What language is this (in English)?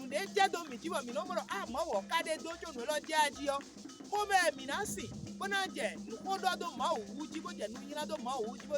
Fon